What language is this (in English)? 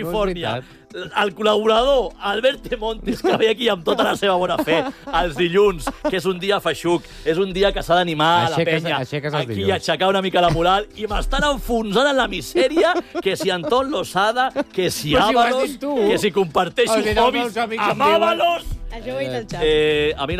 Catalan